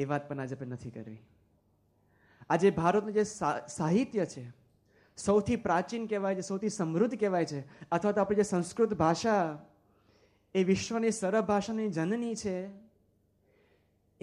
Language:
Gujarati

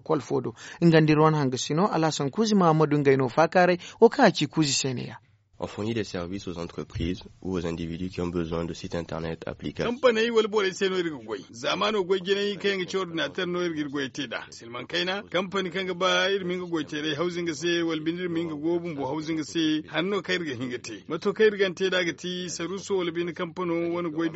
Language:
Zarma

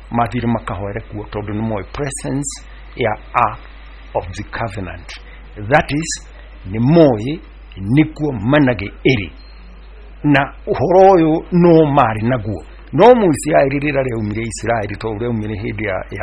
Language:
Kikuyu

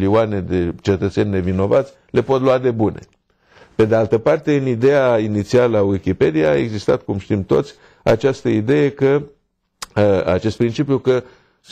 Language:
Romanian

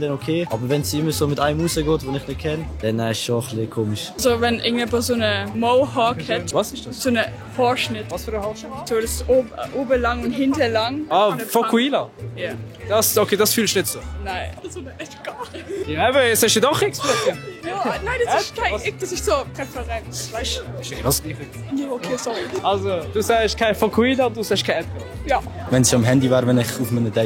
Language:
Swiss German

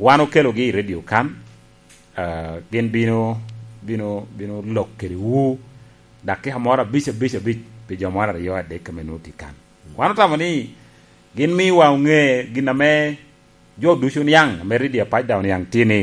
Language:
Lango (Uganda)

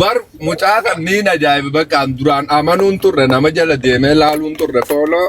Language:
Oromo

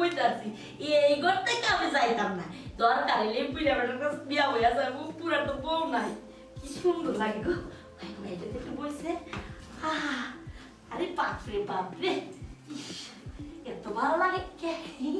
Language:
Sylheti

